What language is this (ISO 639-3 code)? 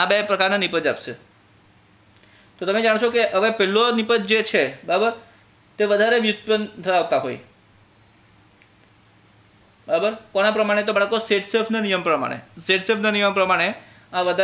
guj